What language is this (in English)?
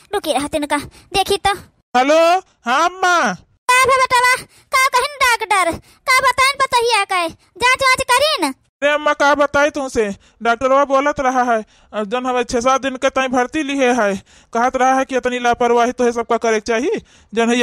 Awadhi